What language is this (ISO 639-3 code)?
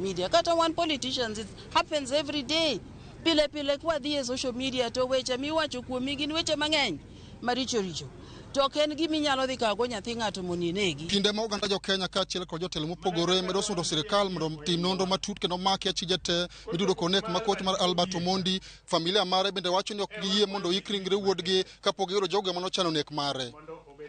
luo